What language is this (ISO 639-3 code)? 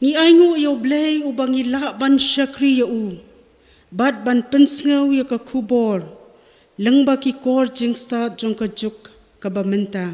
kha